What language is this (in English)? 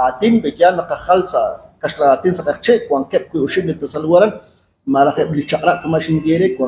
Kekchí